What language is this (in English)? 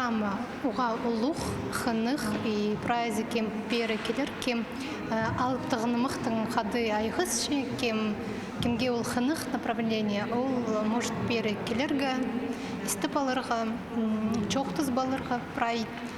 Khakas